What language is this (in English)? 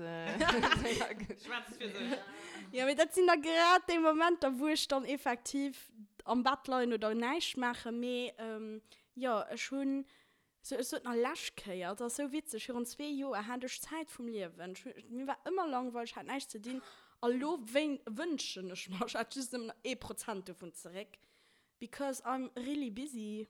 Luxembourgish